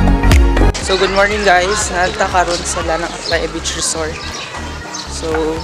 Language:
Cebuano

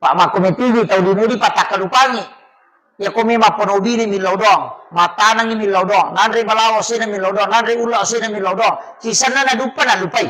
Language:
Buginese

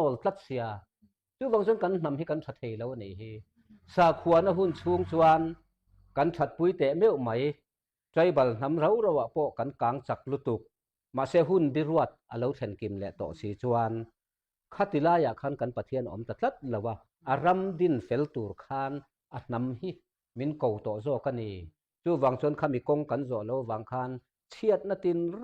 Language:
Mizo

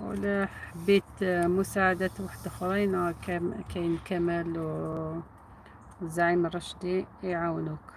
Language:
Algerian Arabic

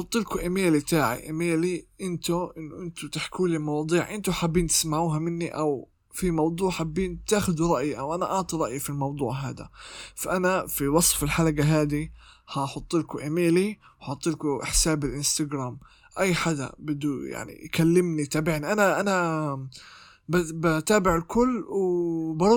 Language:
North Levantine Arabic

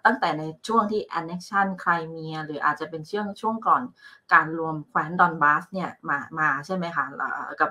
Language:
Thai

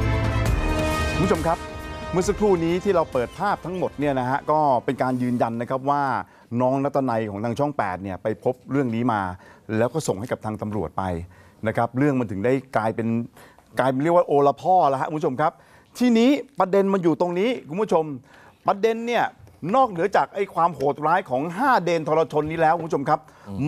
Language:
Thai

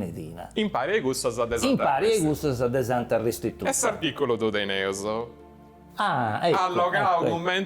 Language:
Sardinian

